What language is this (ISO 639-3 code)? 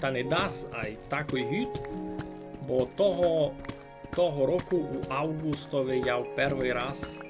rue